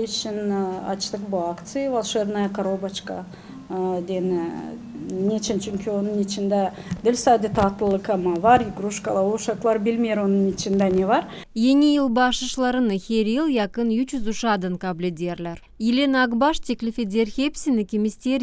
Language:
Gagauz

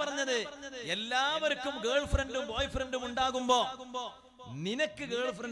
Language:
Malayalam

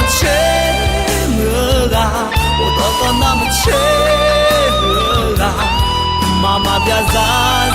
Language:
Akha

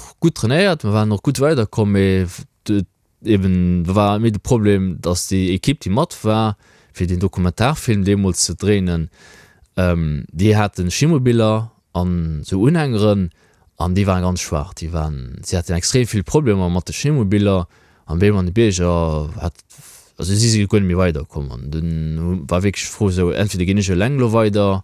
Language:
Luxembourgish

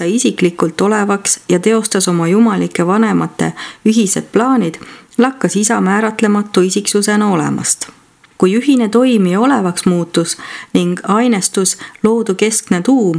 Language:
Estonian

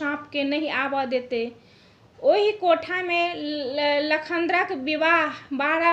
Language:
Maithili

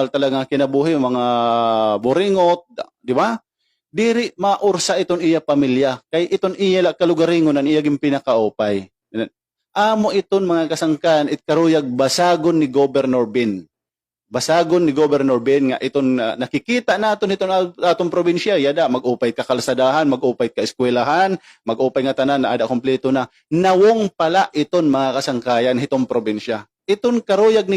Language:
Waray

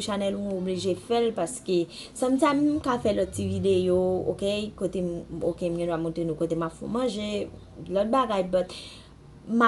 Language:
Haitian Creole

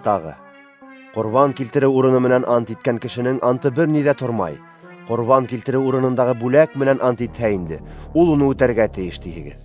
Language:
Bashkir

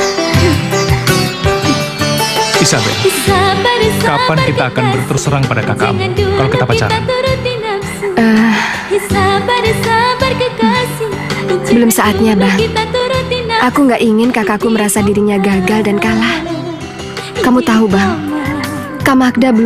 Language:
Indonesian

